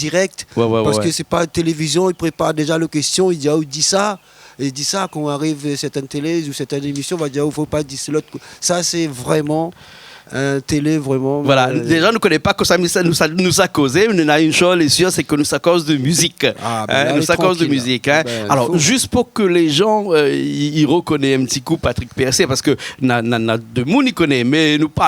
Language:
Réunion Creole French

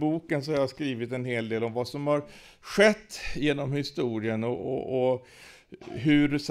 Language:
Swedish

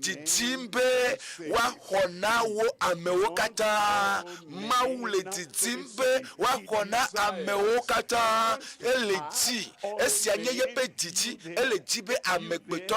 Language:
Ewe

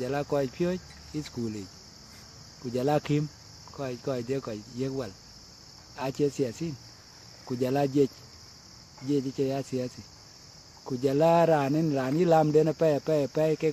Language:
Dinka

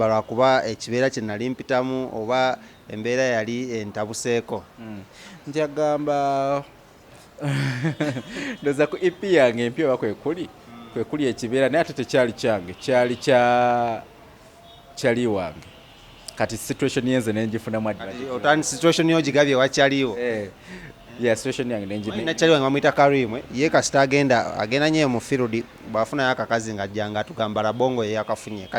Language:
Ganda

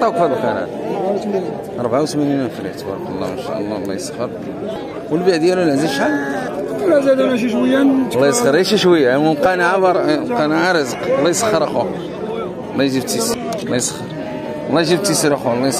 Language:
Moroccan Arabic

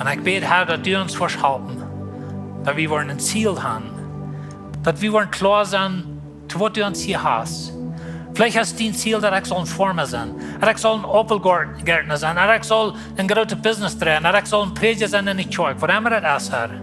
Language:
Plautdietsch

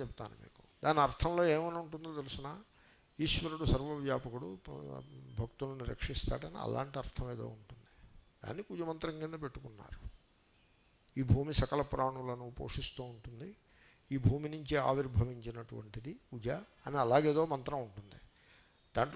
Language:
Telugu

